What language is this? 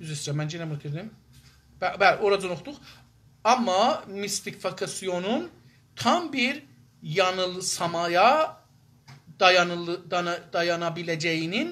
South Azerbaijani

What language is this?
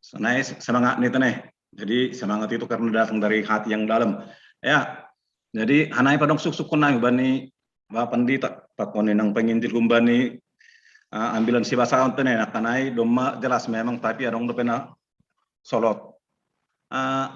Batak Simalungun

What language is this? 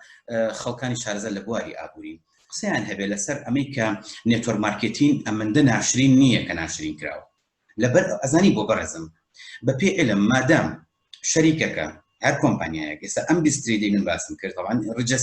Central Kurdish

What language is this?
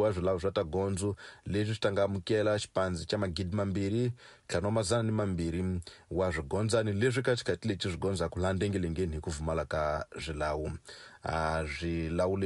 Tsonga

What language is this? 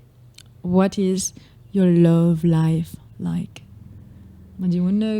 Morisyen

